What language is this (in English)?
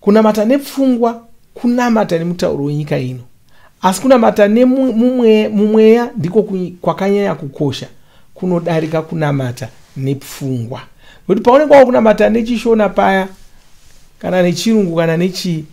Shona